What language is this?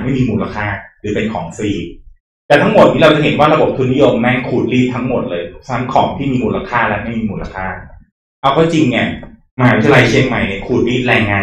Thai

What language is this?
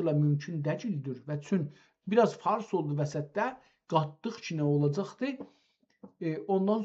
South Azerbaijani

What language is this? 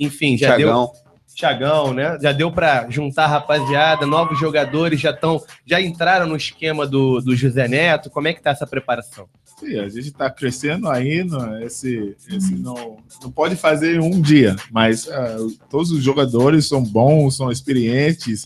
Portuguese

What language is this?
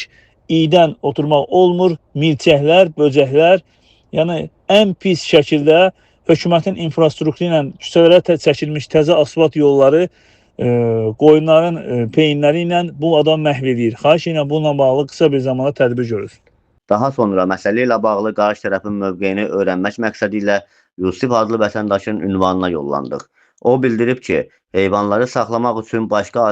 Azerbaijani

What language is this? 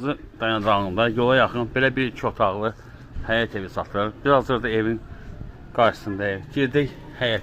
Azerbaijani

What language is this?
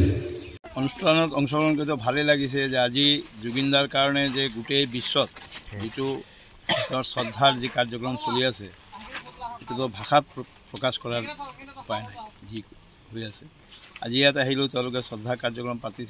Assamese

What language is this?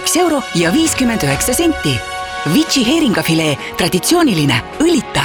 Estonian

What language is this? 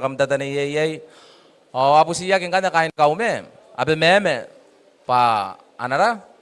Gilbertese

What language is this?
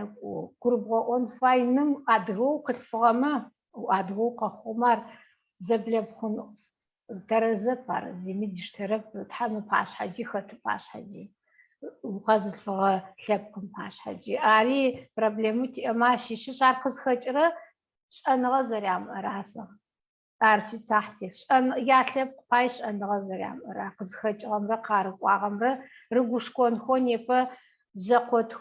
Adyghe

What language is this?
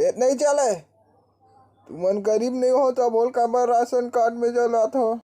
Chhattisgarhi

